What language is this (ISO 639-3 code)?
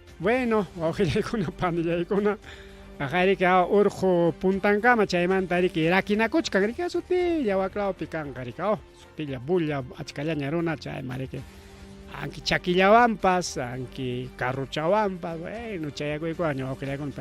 quy